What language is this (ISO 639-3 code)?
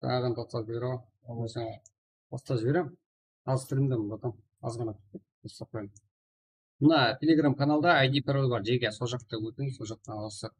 kaa